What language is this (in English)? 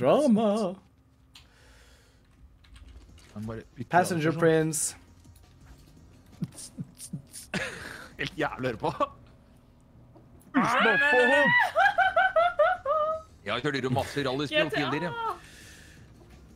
Norwegian